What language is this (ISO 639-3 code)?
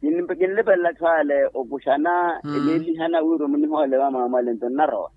vmw